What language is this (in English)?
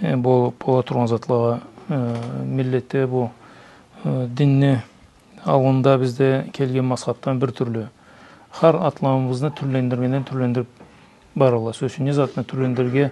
Karachay-Balkar